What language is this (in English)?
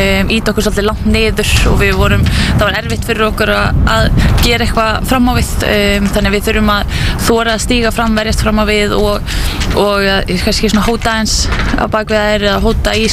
Icelandic